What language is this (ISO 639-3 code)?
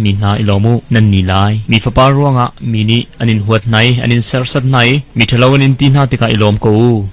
cnh